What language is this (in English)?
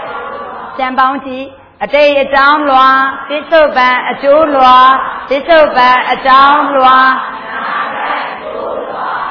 Burmese